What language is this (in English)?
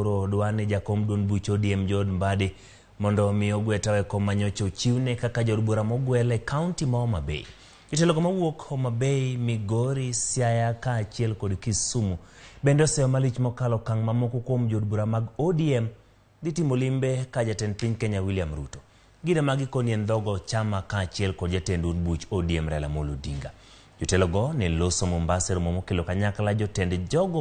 Luo (Kenya and Tanzania)